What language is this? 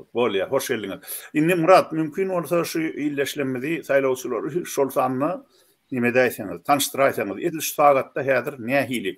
Turkmen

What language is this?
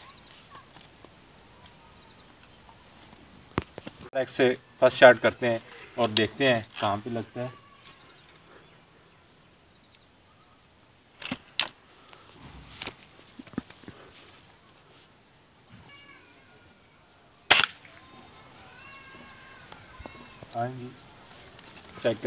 Hindi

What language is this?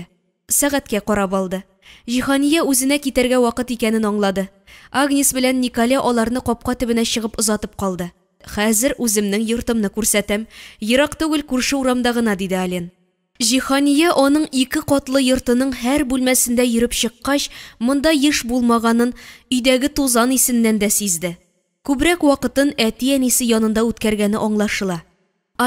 Tatar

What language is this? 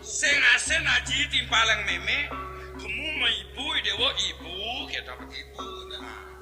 Balinese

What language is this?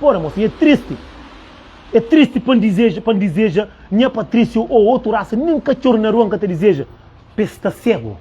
Kabuverdianu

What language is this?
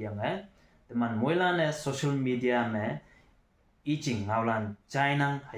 Konyak Naga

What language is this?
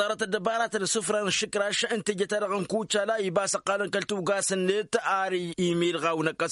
Tamasheq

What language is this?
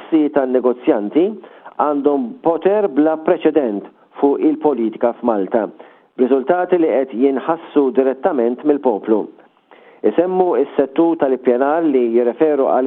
Maltese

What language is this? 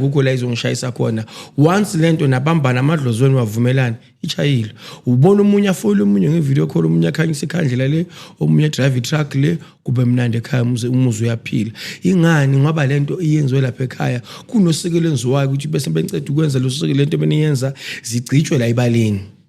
Zulu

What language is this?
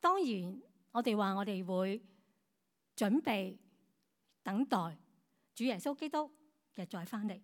Cantonese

